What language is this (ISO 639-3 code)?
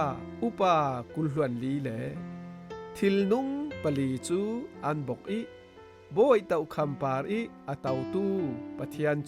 cfm